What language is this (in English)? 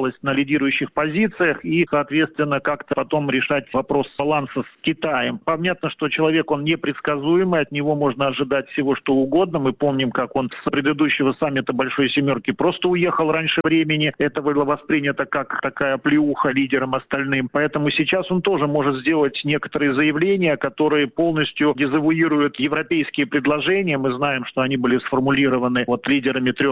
Russian